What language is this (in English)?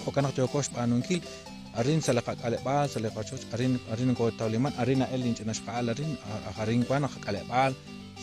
Kekchí